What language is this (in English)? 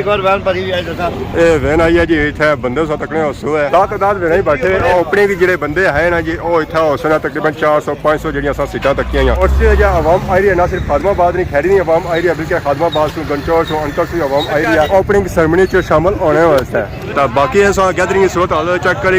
Pahari-Potwari